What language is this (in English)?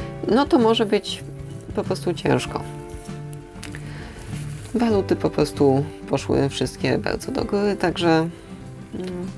Polish